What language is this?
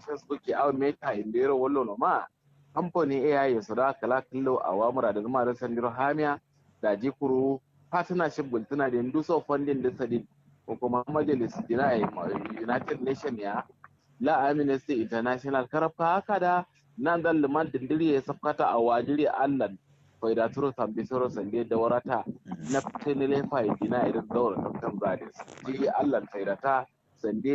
Kanuri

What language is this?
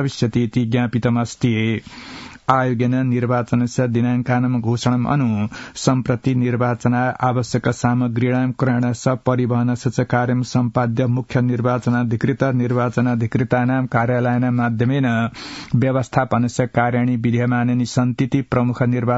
Sanskrit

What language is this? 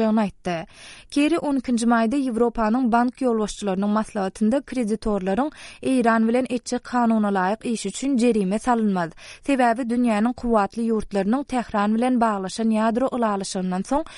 Turkmen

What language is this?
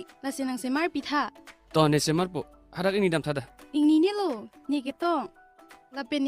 Karbi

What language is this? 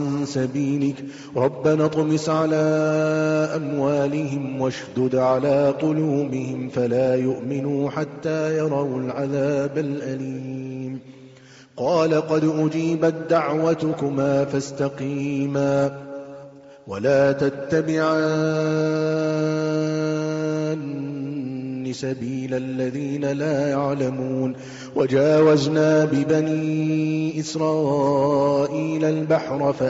Arabic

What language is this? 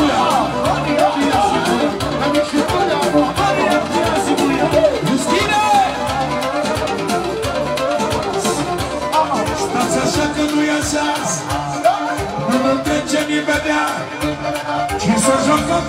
Romanian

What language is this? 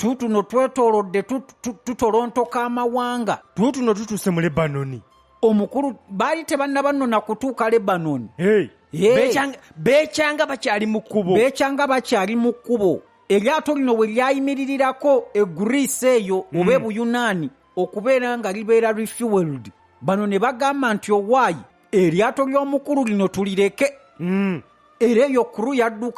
Ganda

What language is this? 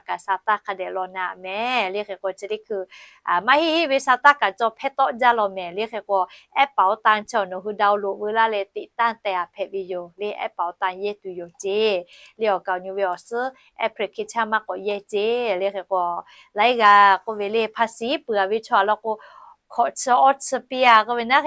Lahu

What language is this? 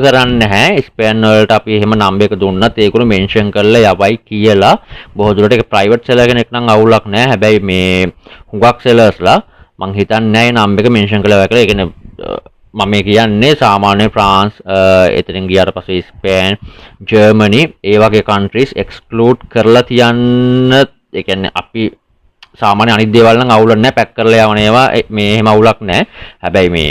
Sinhala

